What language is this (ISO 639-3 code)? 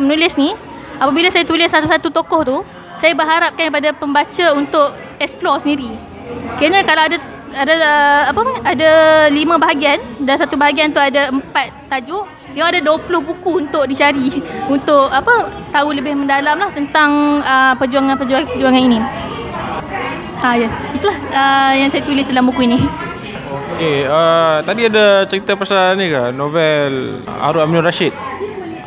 msa